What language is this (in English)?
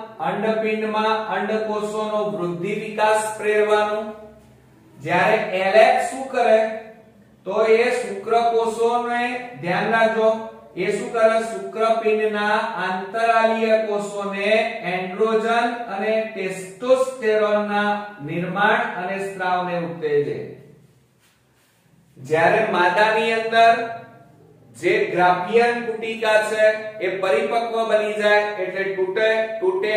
Gujarati